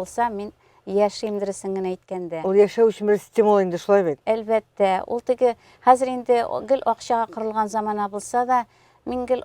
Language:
Tatar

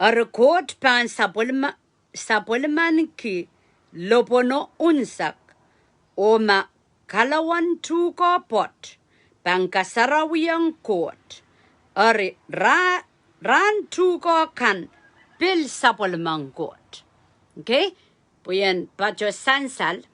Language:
Pohnpeian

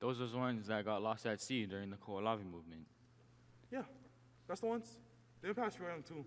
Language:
Hawaiian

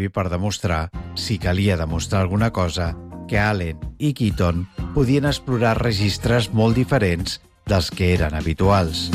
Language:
Catalan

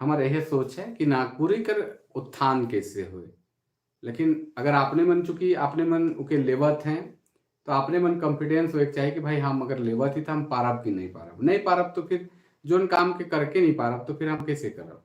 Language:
Sadri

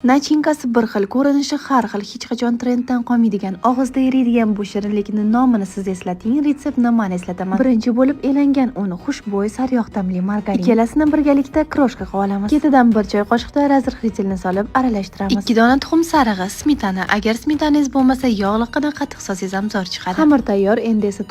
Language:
Uzbek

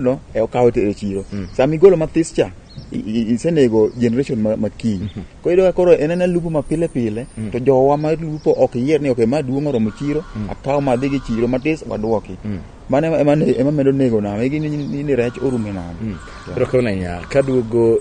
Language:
Luo (Kenya and Tanzania)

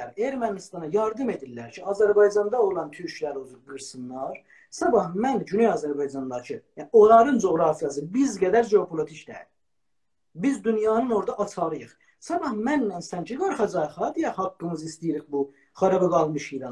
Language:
South Azerbaijani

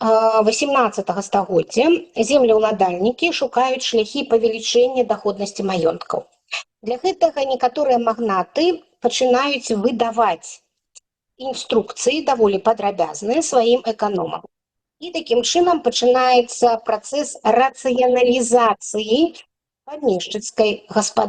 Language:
Belarusian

